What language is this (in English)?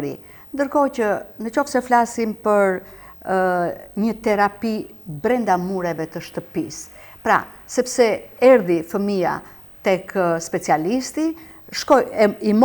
Albanian